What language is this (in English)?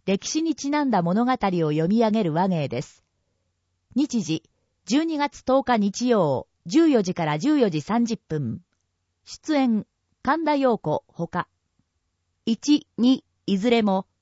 Japanese